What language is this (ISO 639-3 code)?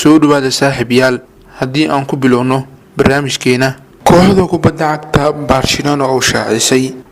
som